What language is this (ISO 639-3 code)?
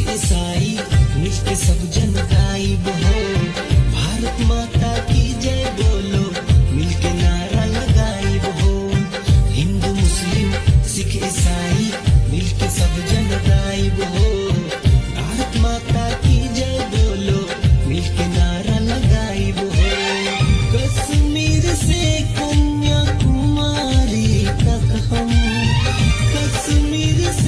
bho